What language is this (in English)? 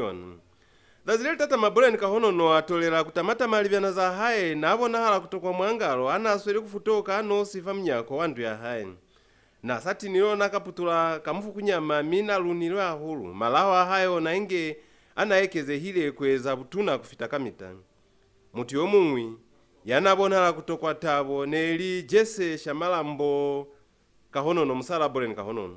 Lozi